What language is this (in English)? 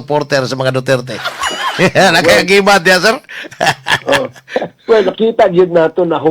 Cebuano